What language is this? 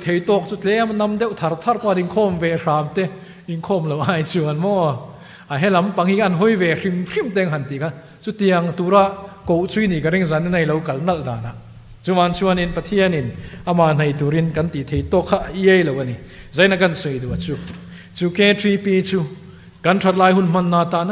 Mizo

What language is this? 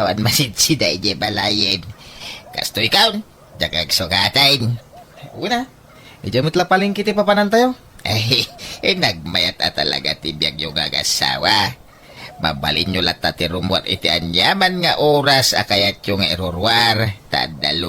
Iloko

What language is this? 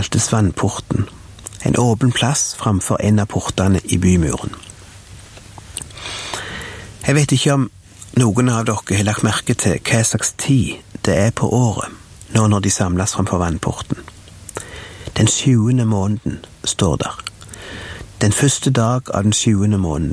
Norwegian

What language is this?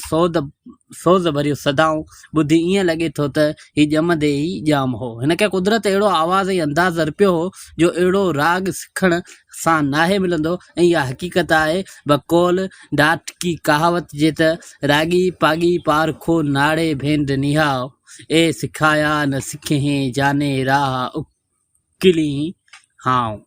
Sindhi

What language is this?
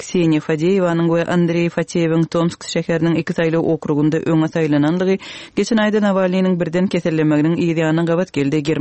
Turkmen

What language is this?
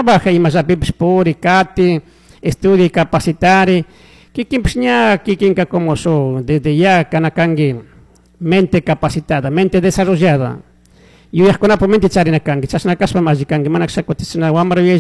Chimborazo Highland Quichua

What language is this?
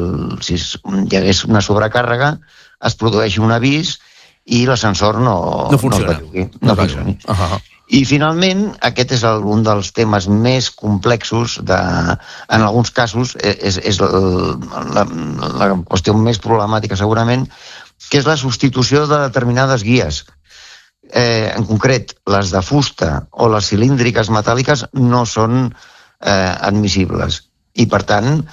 Catalan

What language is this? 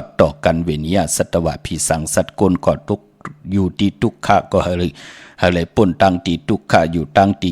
Shan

